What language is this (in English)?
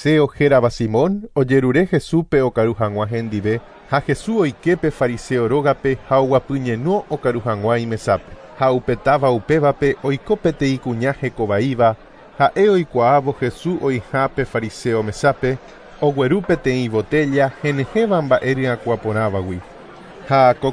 Guarani